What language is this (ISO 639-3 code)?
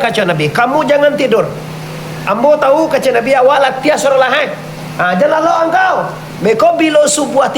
min